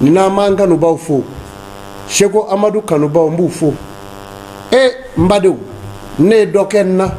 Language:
Bambara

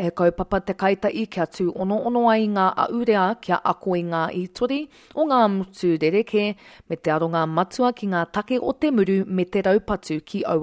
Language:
Māori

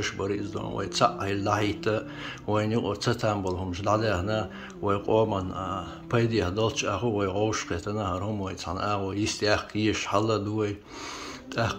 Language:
Chechen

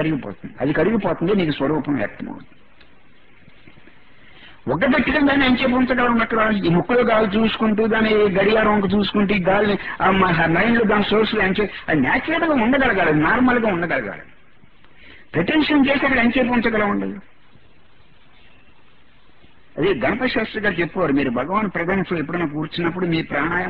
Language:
Telugu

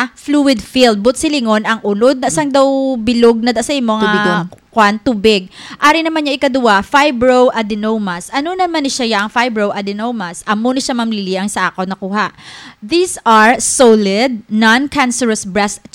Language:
Hiligaynon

